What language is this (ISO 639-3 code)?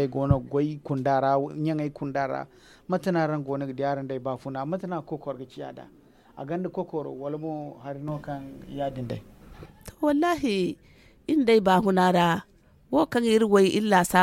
dje